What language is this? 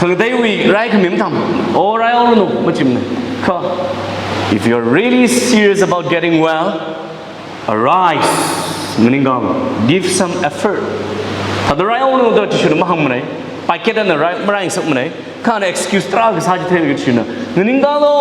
Tangkhul Naga (India)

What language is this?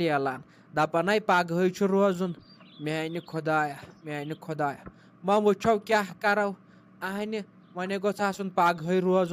Kashmiri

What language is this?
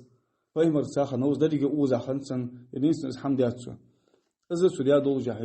Ingush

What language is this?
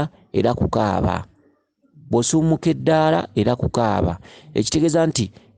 Ganda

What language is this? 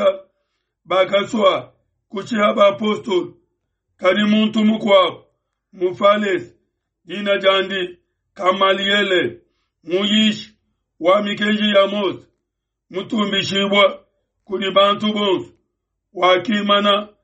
Luba-Lulua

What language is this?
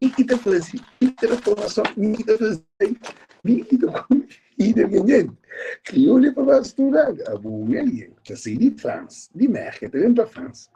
Kabuverdianu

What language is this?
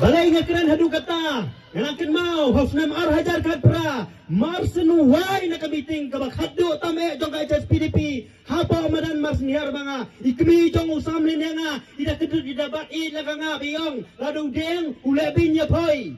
Khasi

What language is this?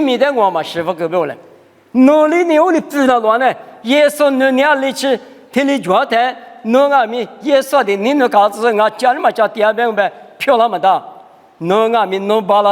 Lisu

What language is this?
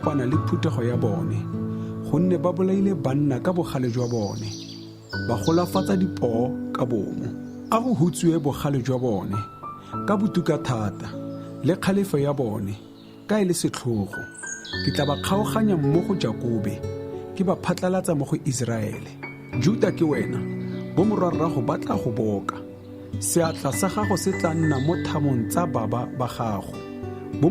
Tswana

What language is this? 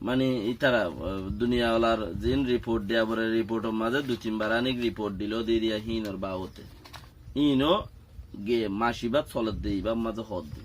Rohingya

